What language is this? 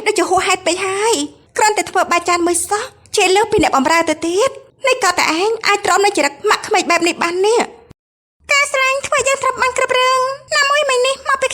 Khmer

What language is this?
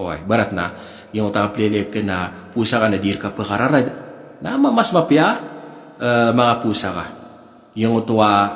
Maranao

